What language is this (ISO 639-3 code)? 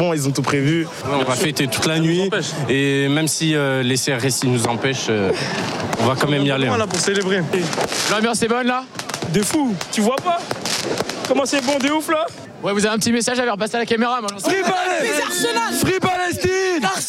fra